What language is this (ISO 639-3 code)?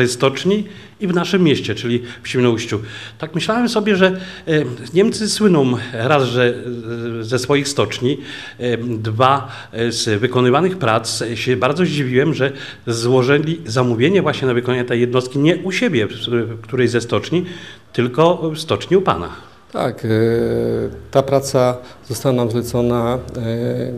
pol